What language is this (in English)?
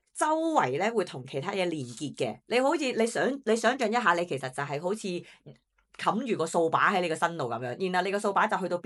Cantonese